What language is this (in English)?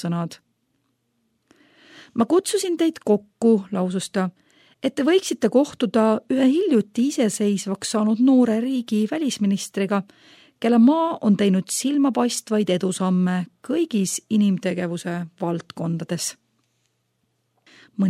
Estonian